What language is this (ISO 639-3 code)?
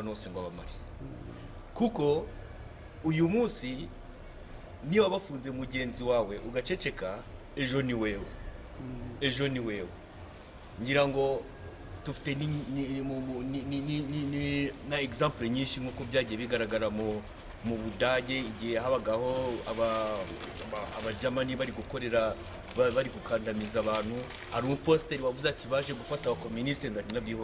kin